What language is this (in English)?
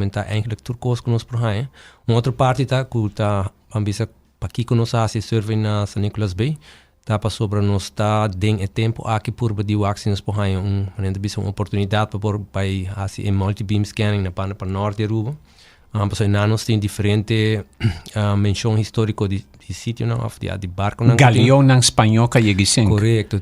Papiamento